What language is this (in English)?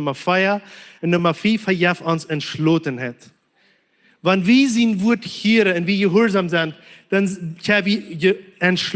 Plautdietsch